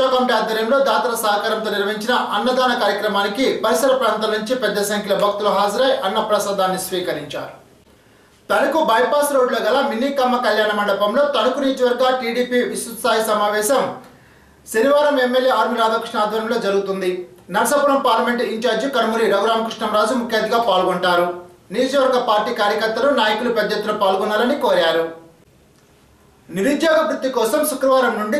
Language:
Telugu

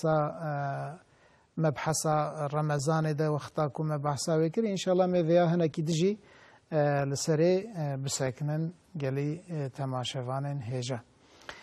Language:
Kurdish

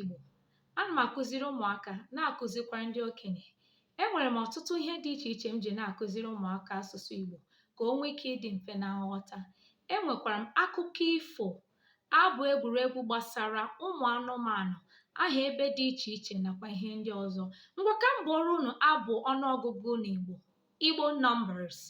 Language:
Igbo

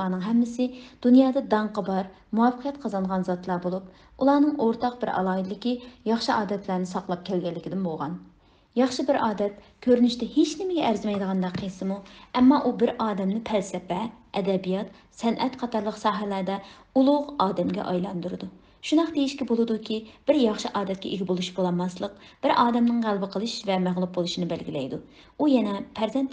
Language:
Uyghur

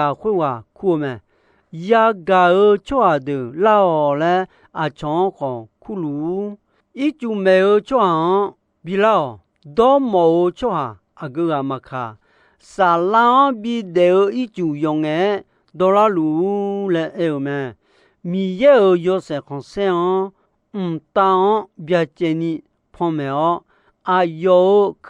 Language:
Akha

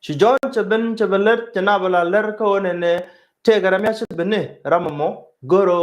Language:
Nuer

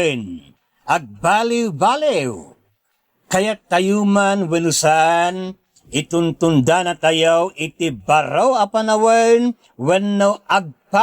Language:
Iloko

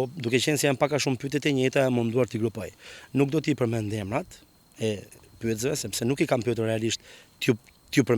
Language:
Albanian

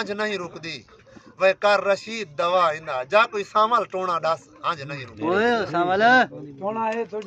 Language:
Saraiki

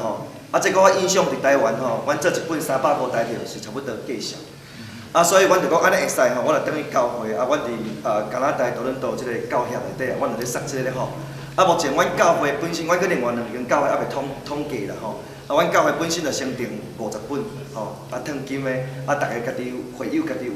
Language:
Min Nan Chinese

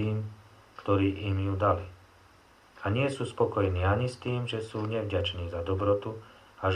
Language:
Slovak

